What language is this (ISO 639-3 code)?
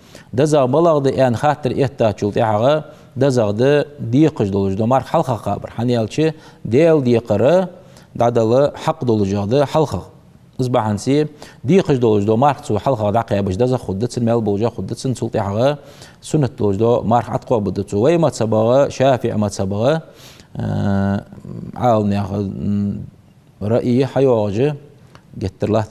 inh